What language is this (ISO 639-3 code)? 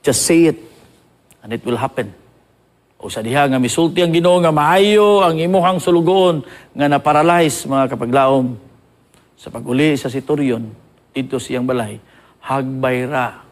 ceb